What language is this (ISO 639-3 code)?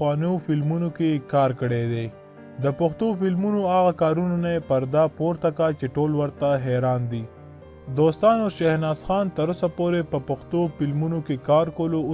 pus